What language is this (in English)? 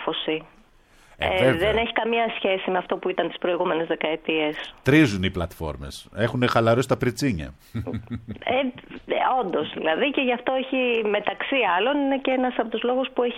Greek